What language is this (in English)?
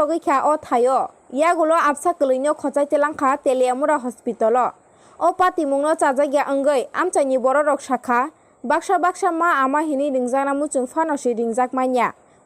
Kok Borok